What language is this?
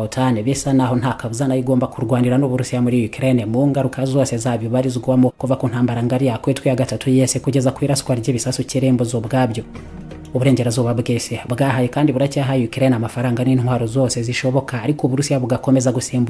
Kinyarwanda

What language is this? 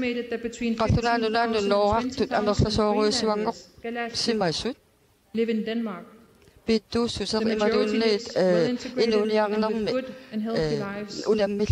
Kalaallisut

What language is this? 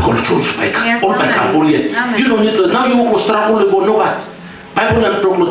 Tok Pisin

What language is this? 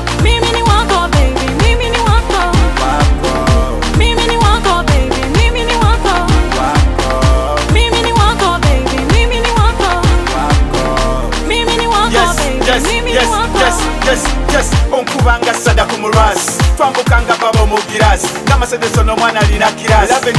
Swahili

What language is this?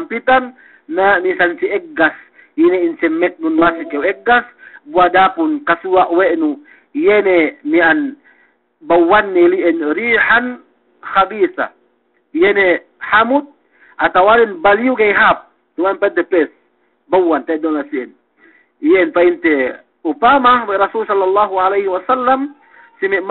Yakan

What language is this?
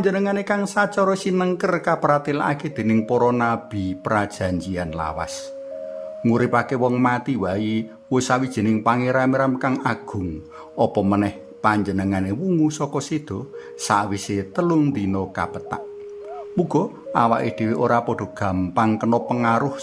Javanese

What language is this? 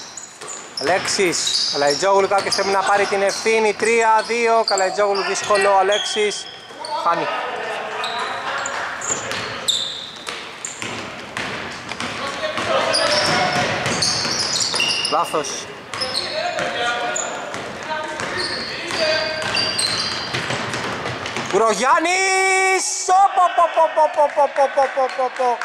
Greek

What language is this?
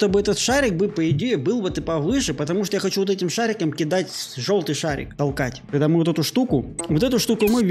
Russian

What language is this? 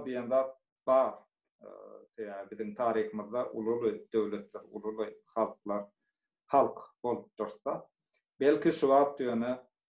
Turkmen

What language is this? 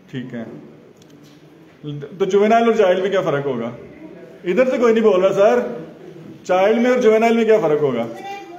Hindi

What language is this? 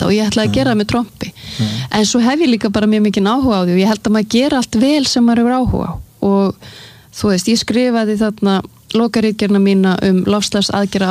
Icelandic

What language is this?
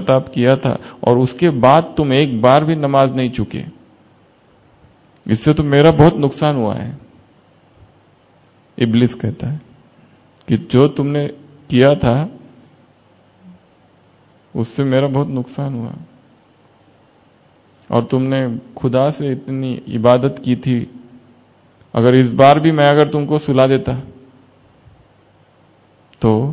Hindi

